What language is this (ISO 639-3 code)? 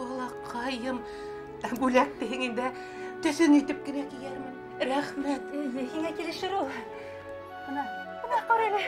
bak